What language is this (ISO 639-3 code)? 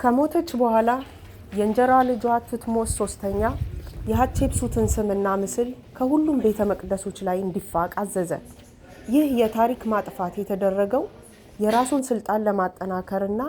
amh